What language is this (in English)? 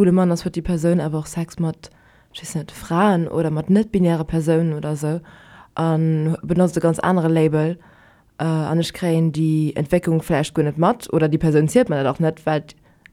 Luxembourgish